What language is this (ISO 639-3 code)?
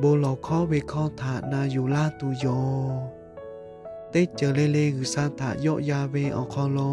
lhu